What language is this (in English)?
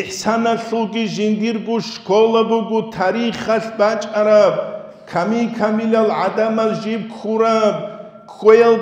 Avaric